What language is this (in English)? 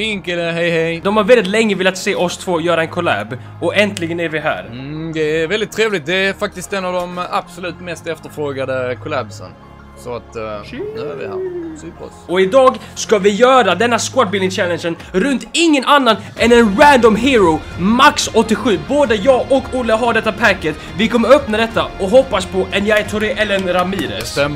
Swedish